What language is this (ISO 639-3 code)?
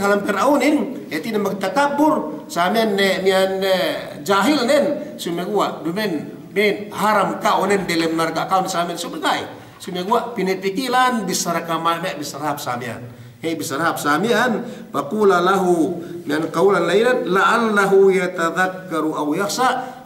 yka